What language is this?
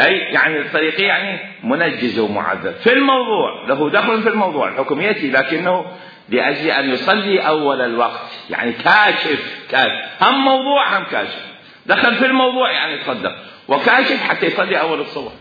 Mesopotamian Arabic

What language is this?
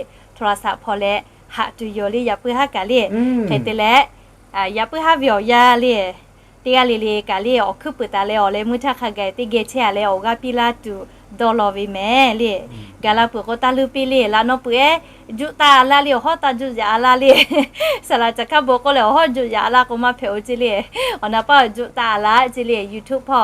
Lahu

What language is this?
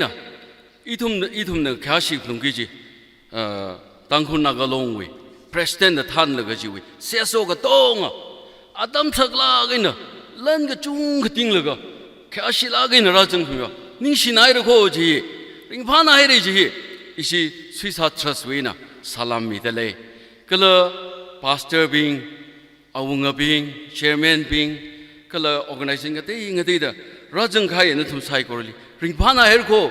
Tangkhul Naga (India)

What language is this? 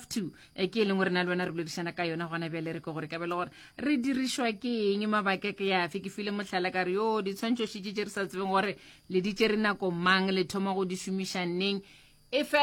Northern Sotho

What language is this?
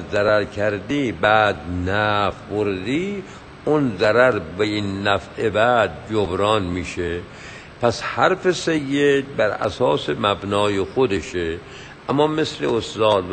Persian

